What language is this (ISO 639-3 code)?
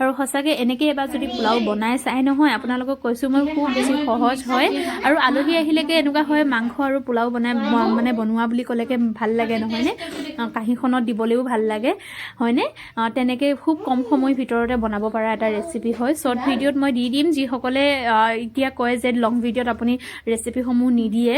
asm